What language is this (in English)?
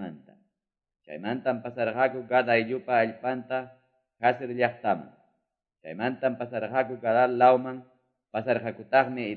Quechua